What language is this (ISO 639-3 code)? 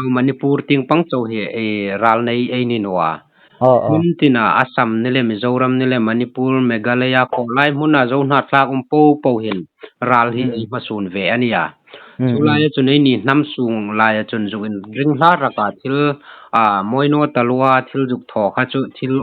hmr